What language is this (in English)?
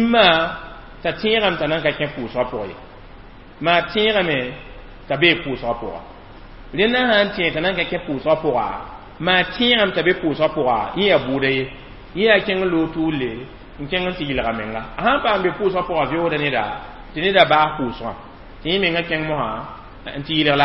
Mossi